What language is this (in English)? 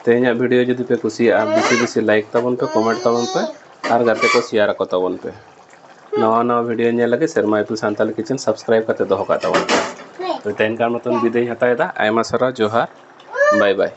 Santali